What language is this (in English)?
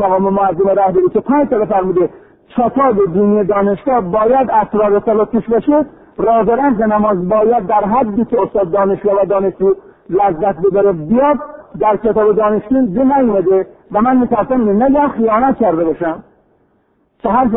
Persian